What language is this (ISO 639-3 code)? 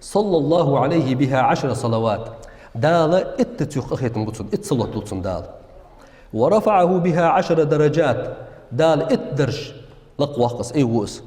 inh